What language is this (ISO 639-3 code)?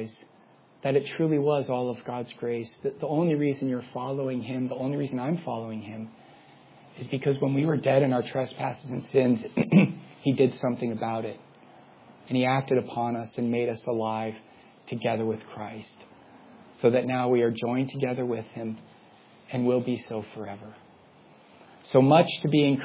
eng